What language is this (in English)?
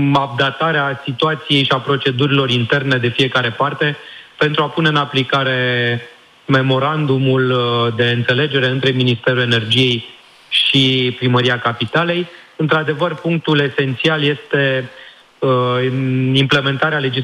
Romanian